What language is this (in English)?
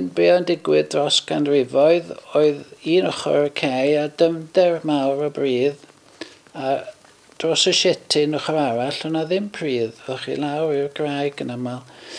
Welsh